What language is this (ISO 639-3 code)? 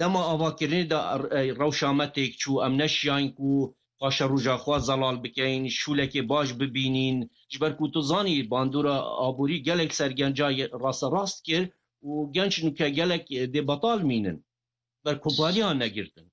kur